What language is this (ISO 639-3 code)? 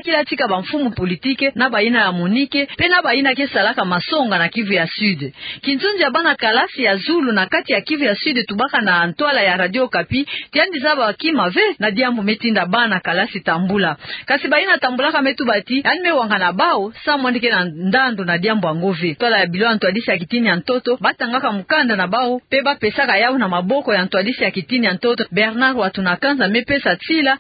ktu